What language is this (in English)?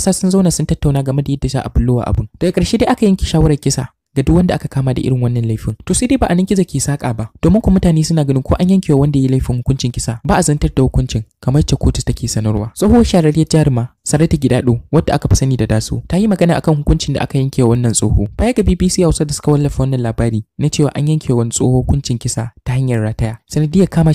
Hausa